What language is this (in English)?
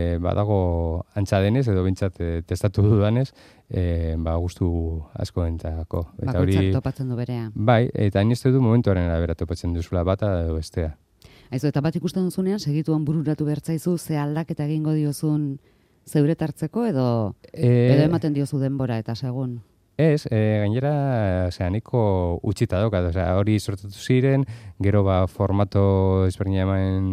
Basque